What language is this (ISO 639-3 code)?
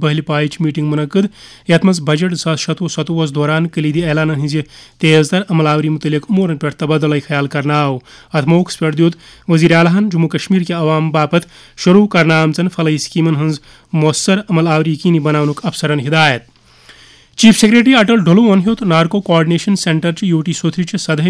kas